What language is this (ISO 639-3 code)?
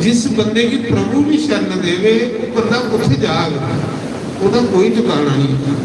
doi